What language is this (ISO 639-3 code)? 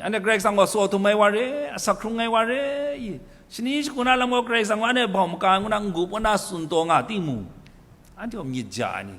kac